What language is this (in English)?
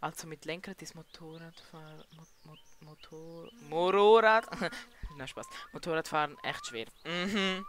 Swiss German